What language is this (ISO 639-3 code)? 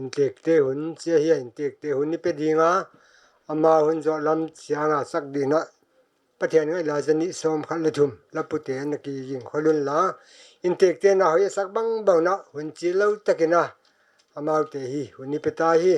pck